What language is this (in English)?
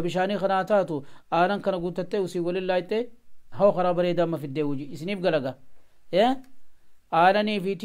Oromo